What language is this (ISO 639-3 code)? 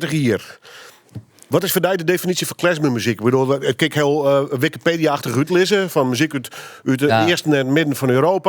fry